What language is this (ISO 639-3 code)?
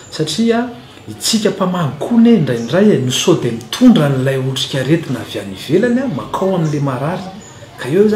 mlg